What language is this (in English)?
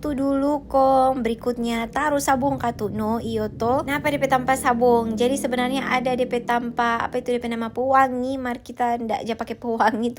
Manado Malay